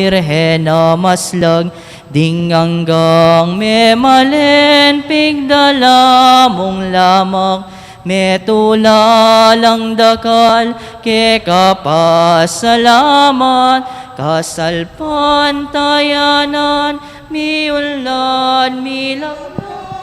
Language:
Pampanga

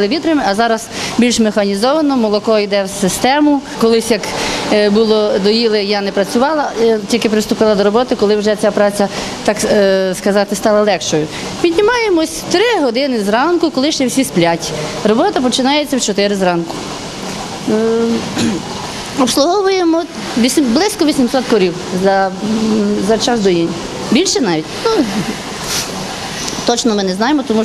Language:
Ukrainian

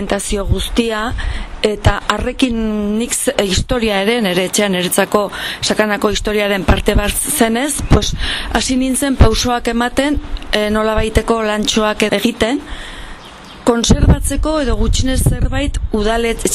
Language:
Basque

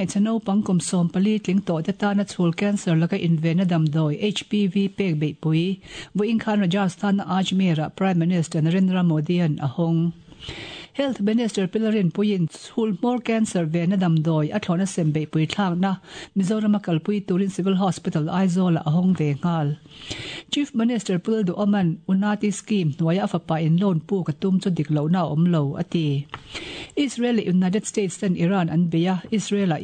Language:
Mizo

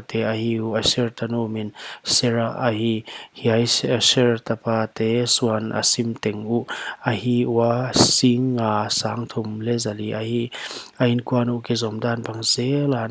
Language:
Paite Chin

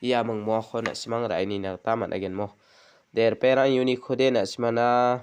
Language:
Garo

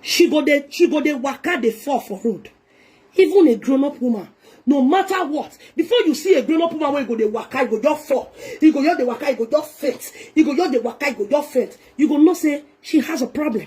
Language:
Nigerian Pidgin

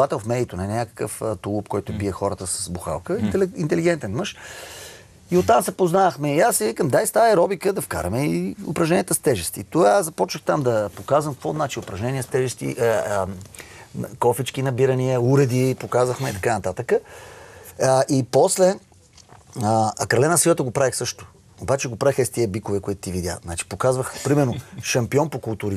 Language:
Bulgarian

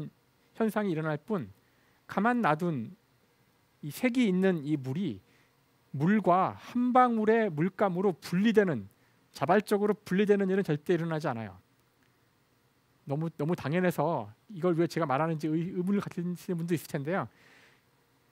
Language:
Korean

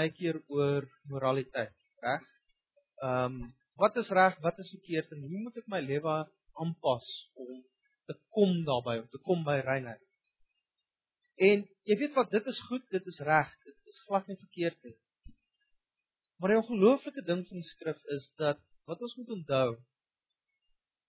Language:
Afrikaans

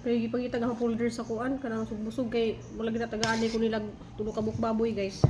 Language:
Cebuano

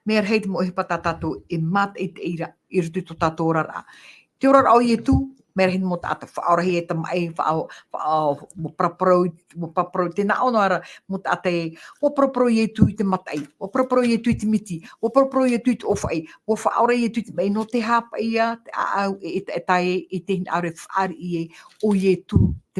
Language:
Tahitian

